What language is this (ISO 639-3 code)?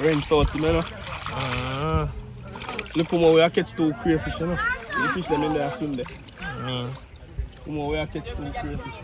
jam